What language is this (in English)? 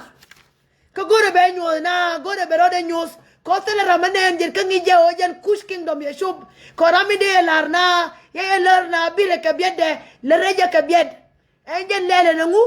Nuer